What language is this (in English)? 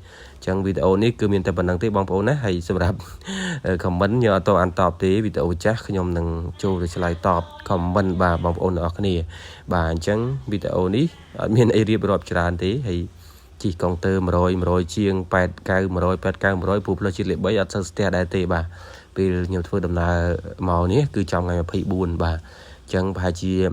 Khmer